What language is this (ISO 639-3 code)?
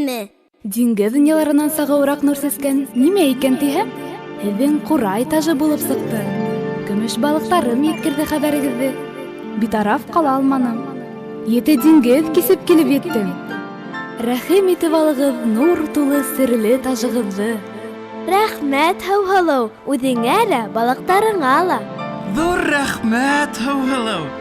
bak